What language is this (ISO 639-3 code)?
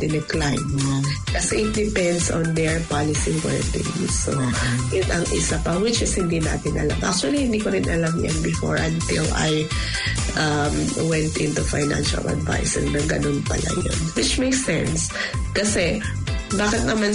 fil